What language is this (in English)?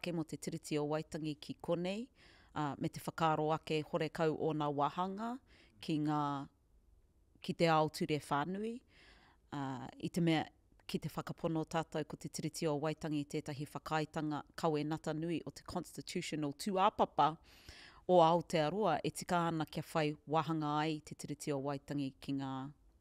Māori